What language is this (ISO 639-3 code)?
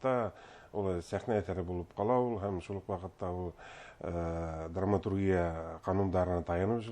bak